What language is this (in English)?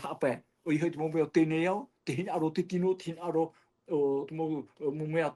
Tahitian